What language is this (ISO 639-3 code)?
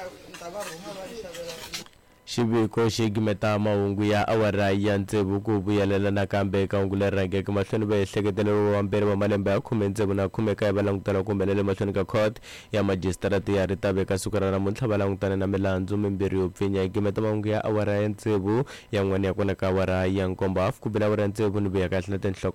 tso